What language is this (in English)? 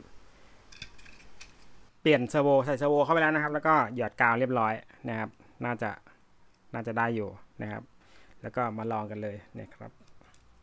Thai